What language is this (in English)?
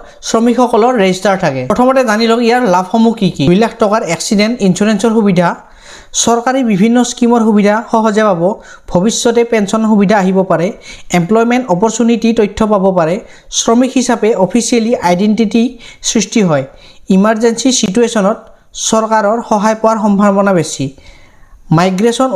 Assamese